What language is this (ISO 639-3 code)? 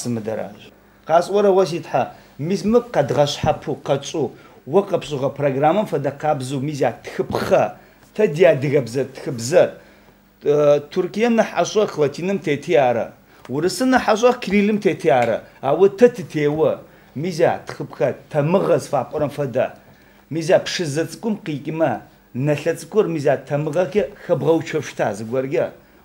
ady